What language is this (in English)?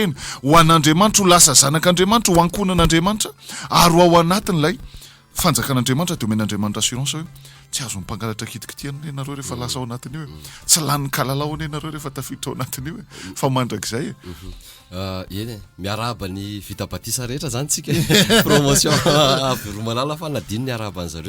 Malagasy